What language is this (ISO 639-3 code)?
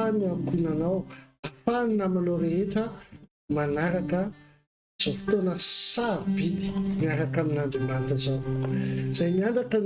mlg